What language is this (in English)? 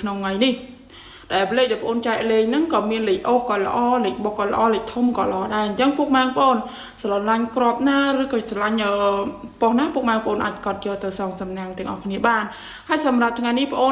Khmer